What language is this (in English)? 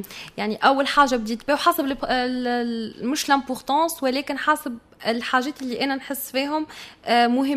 Tunisian Arabic